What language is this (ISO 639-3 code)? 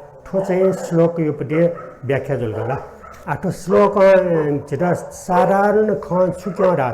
new